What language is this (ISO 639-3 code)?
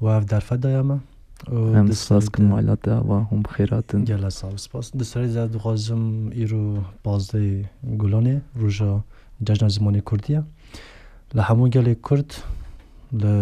kur